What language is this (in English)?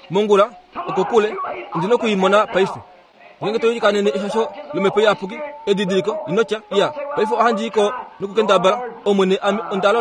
Kuanyama